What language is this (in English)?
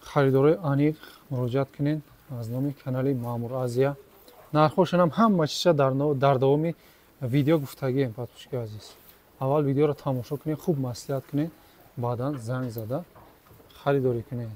Tajik